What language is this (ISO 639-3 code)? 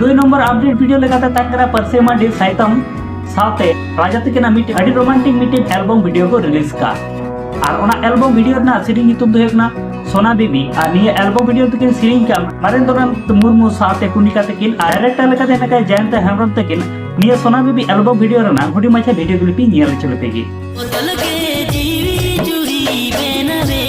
sat